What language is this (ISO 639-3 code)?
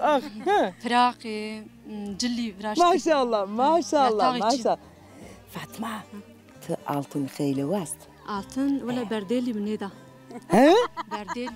zza